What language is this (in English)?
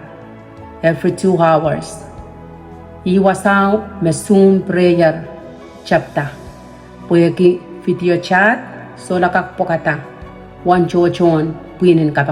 Pohnpeian